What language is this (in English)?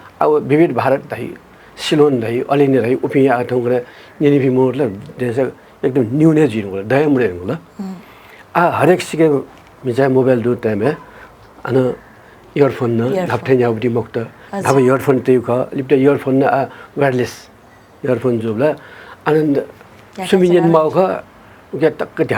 Newari